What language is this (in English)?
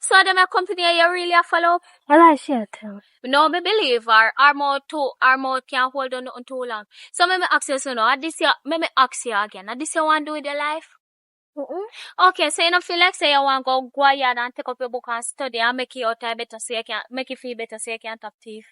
Jamaican Creole English